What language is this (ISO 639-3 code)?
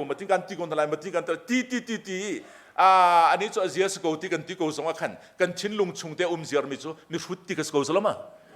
cnh